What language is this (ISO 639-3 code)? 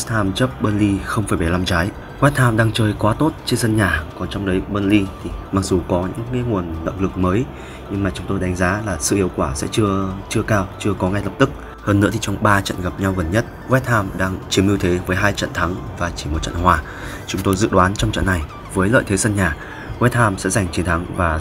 vie